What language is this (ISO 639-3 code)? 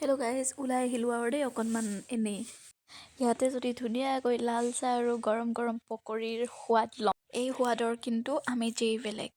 asm